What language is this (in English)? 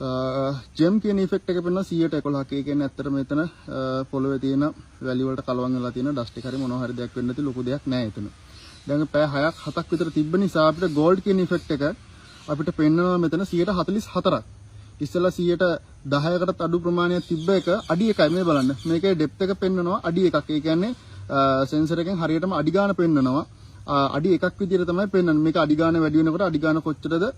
Sinhala